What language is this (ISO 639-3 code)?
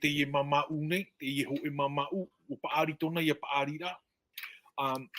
tah